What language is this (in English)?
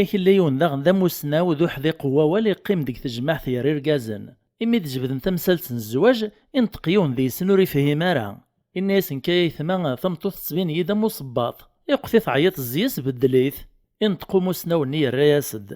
Kabyle